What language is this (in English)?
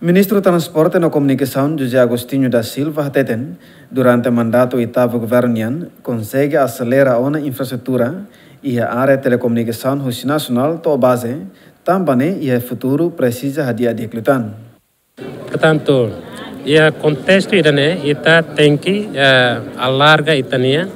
Tetum